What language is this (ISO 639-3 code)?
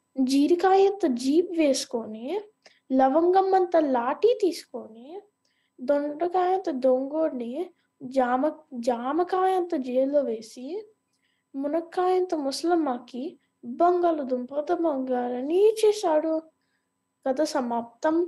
tel